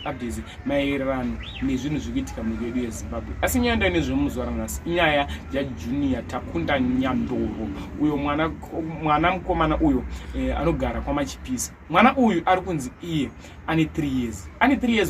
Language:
Shona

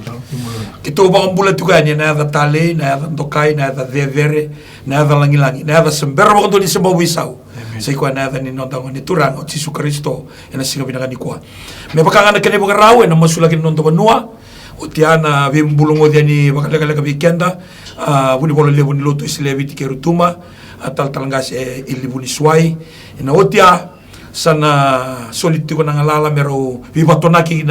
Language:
Fijian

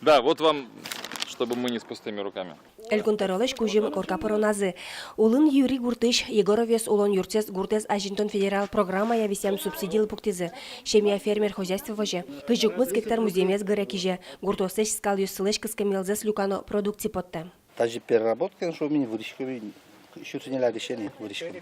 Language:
Udmurt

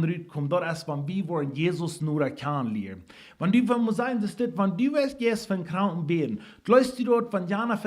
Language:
Plautdietsch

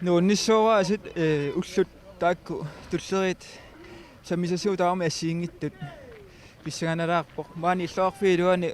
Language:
Kalaallisut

